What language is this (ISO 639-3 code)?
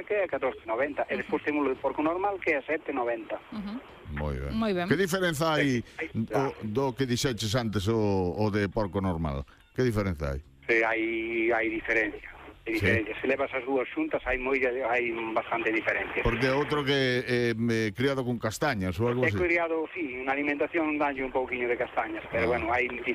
glg